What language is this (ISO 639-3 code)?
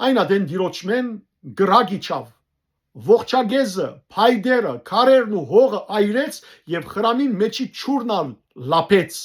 hyw